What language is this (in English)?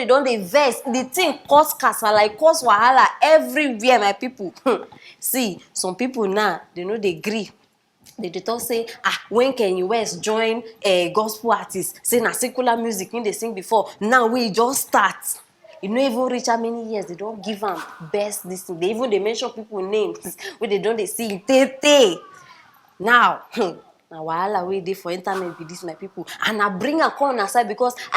Nigerian Pidgin